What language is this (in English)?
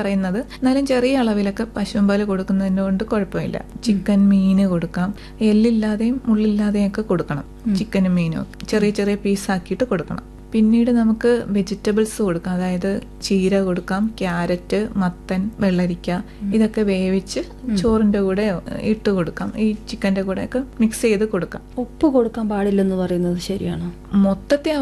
Malayalam